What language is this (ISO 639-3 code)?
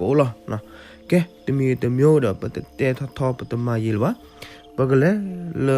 ksw